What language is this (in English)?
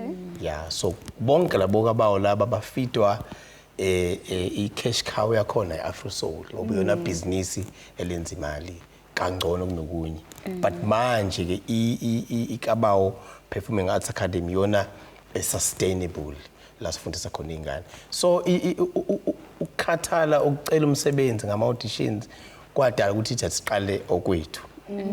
Zulu